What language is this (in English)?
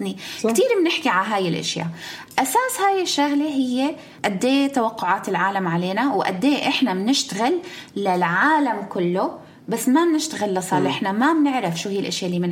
North Levantine Arabic